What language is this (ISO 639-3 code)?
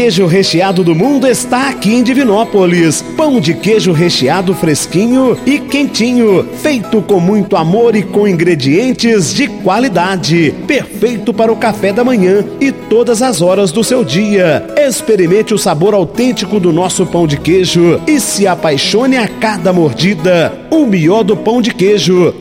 por